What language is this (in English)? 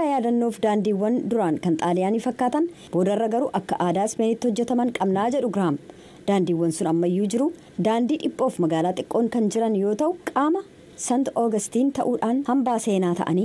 Oromo